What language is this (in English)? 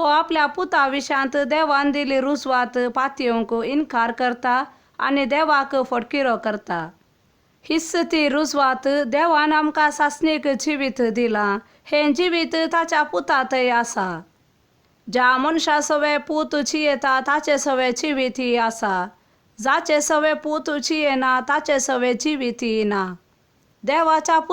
Konkani